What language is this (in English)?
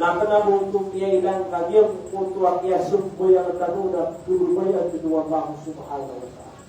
Maranao